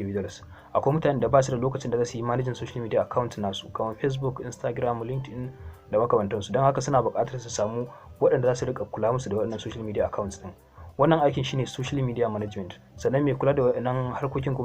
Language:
Hausa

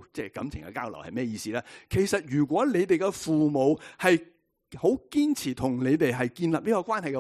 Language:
Cantonese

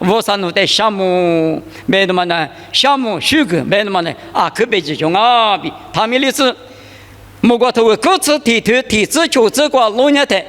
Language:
Lisu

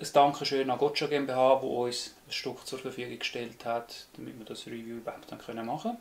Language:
Swiss German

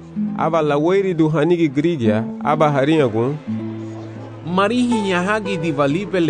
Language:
Garifuna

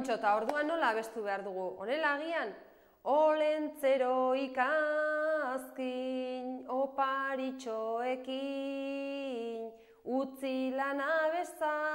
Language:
Basque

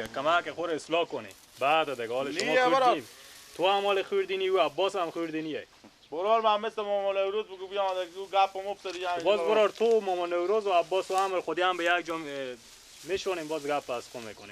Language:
Persian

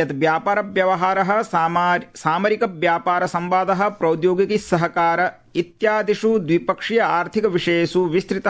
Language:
Sanskrit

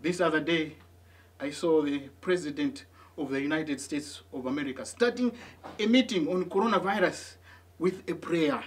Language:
English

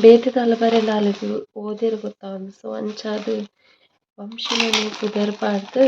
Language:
Tulu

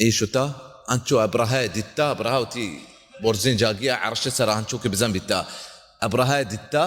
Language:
Baluchi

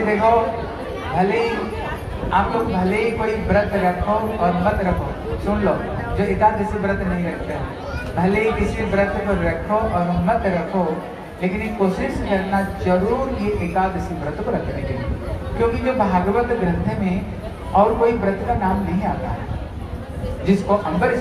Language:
Hindi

